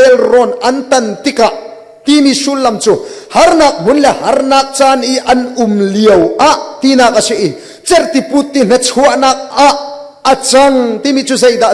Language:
Hakha Chin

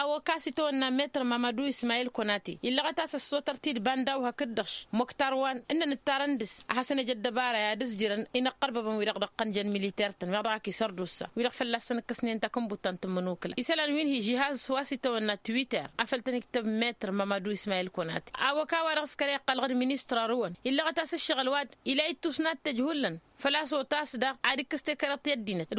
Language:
Tamasheq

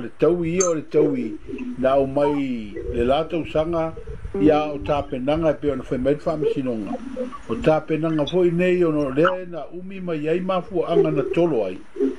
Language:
Samoan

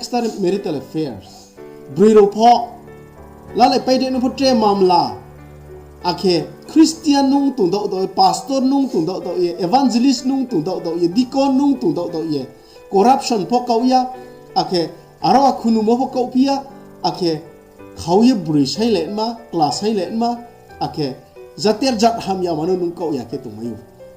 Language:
Riang (India)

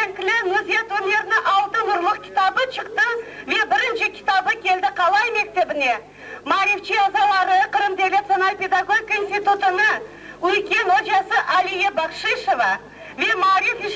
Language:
Crimean Tatar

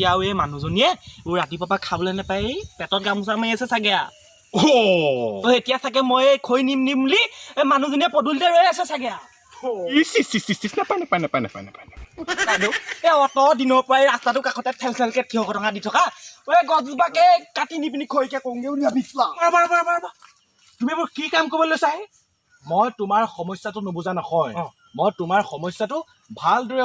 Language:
Assamese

